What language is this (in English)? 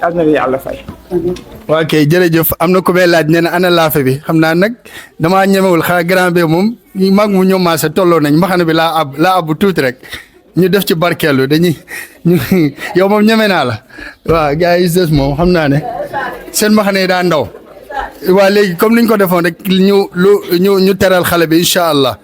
Wolof